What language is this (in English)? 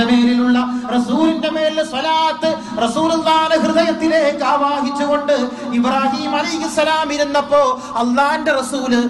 Malayalam